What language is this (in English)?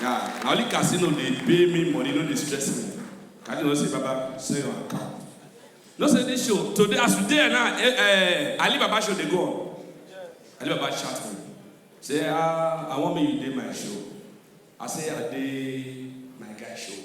Nigerian Pidgin